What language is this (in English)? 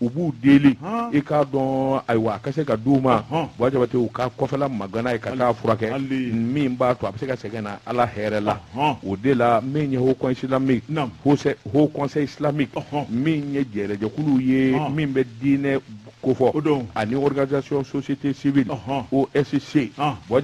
Bambara